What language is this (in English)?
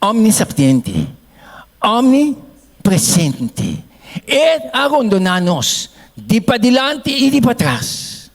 Papiamento